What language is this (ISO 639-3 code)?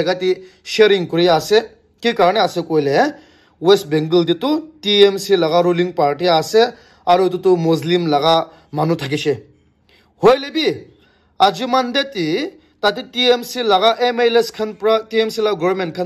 nag